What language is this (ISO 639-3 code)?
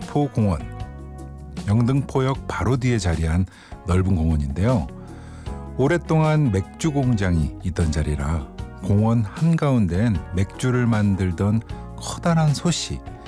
kor